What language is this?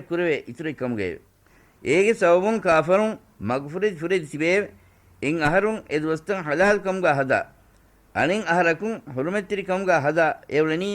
Divehi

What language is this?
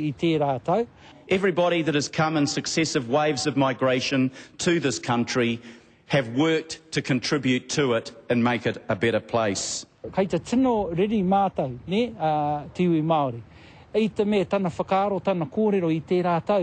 Māori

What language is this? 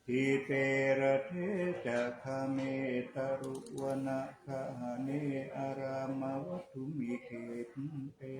Pali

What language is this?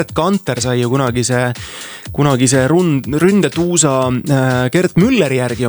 Estonian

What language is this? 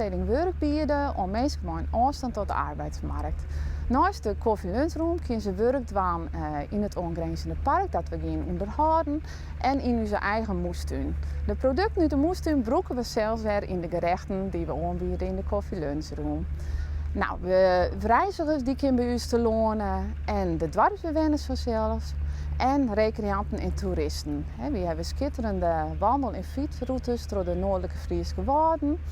Western Frisian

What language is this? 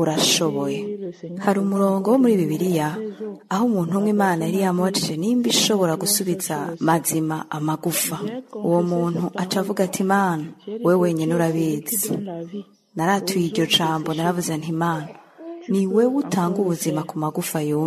Rundi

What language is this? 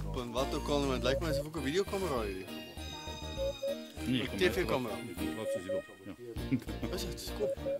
Afrikaans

